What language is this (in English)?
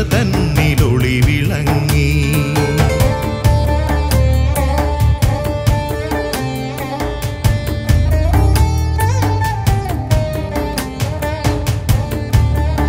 Malayalam